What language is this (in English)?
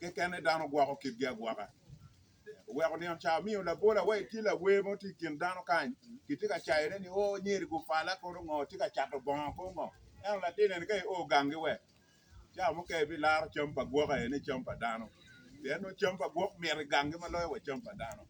Acoli